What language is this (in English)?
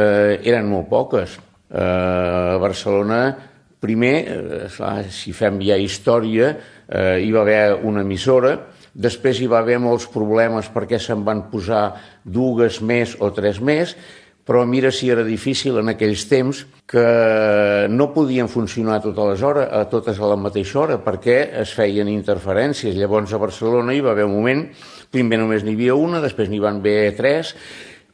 Catalan